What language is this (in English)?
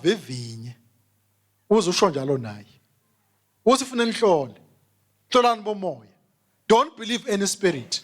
Swati